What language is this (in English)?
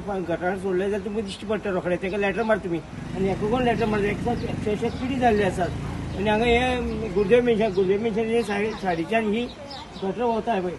Konkani